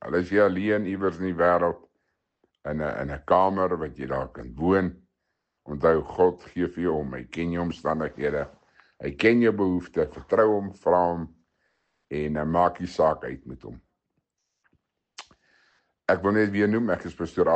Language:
Afrikaans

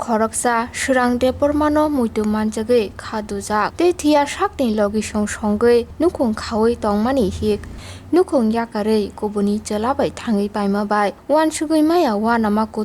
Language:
Kok Borok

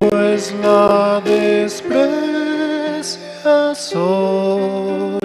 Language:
South Bolivian Quechua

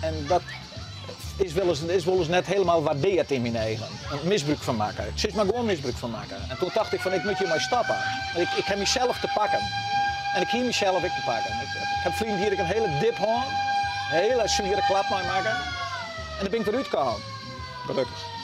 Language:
Western Frisian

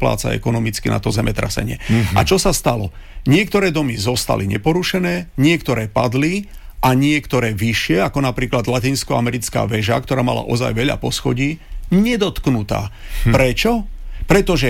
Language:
Slovak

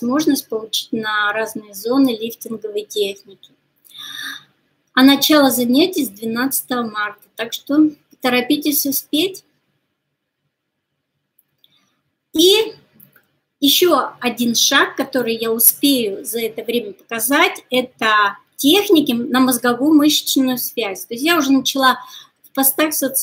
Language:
Russian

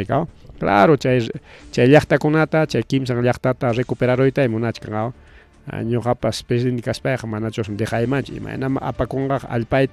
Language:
Ayacucho Quechua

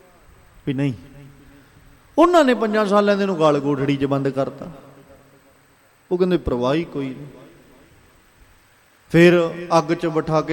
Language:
Punjabi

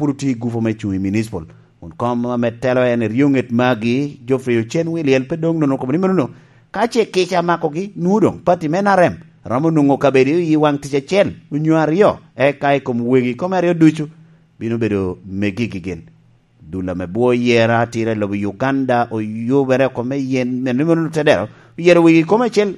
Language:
Lango (Uganda)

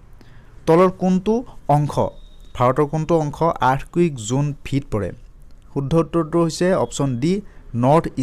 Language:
Assamese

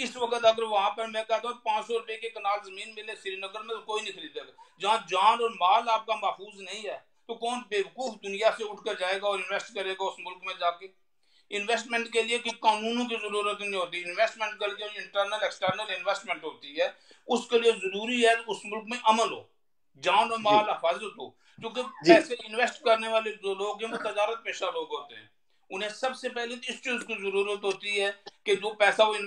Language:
Urdu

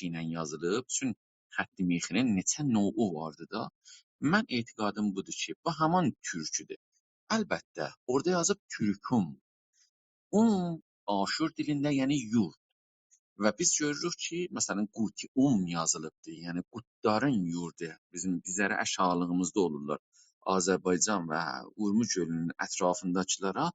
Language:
South Azerbaijani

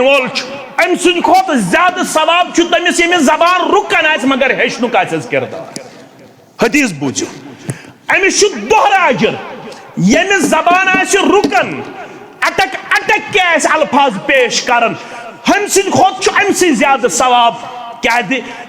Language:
Kashmiri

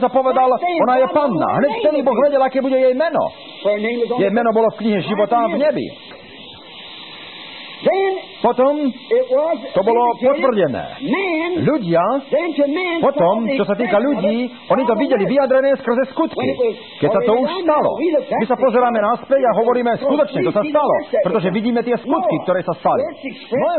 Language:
Slovak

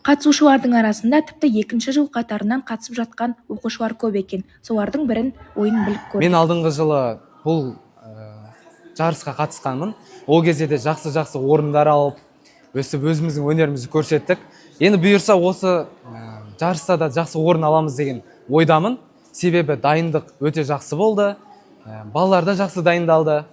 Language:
Kazakh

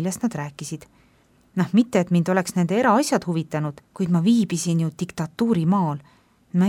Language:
Estonian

